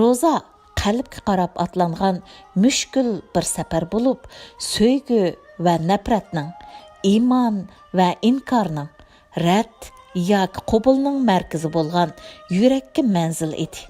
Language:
Uyghur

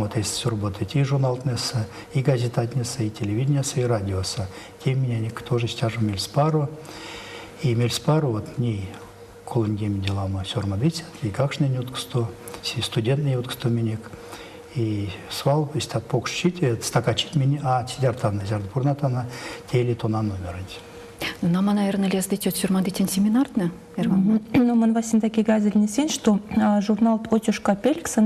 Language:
Erzya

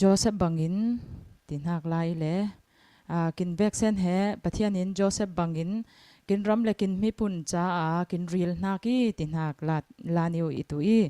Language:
Falam Chin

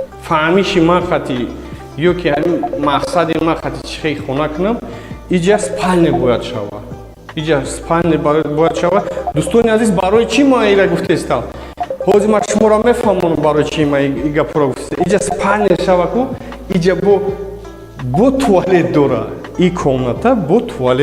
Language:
Tajik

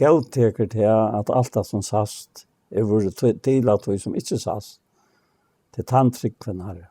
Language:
Faroese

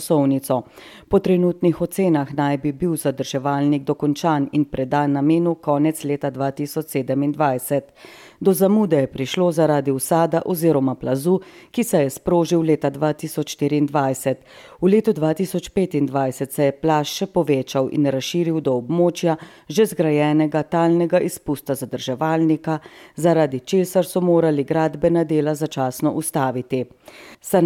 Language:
Slovenian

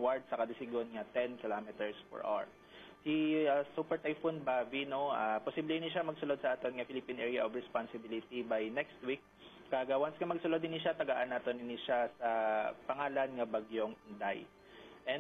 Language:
Hiligaynon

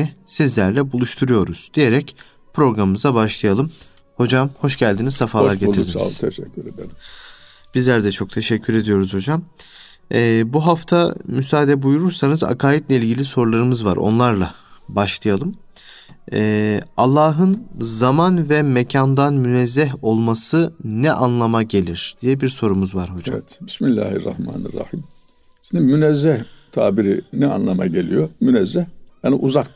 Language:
Turkish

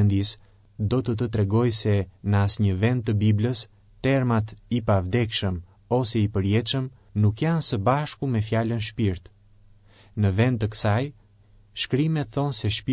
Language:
Albanian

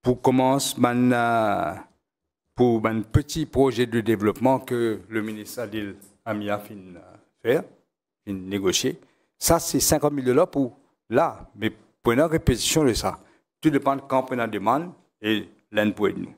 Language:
Morisyen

